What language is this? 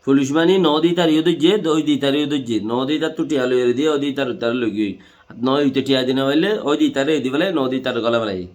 Rohingya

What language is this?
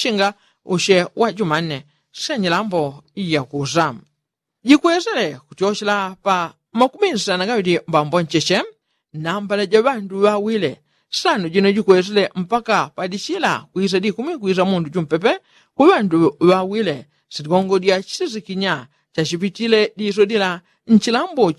Yao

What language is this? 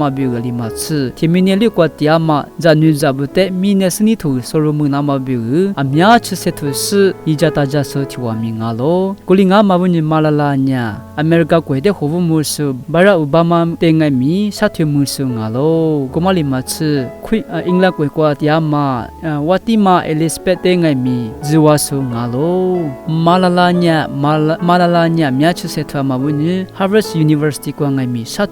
Lisu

